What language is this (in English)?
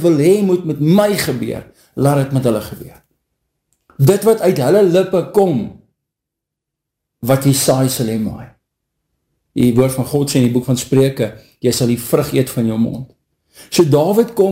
Afrikaans